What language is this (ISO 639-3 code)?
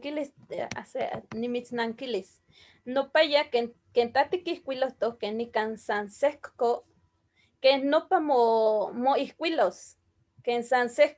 nhe